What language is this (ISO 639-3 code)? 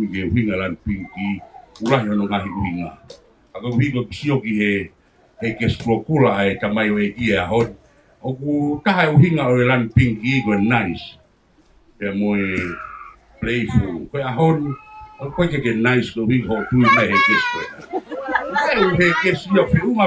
ton